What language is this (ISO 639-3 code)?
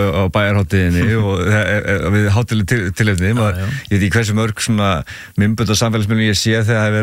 isl